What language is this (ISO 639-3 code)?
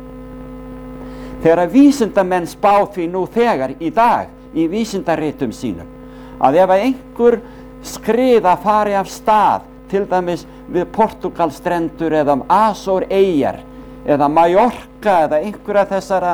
isl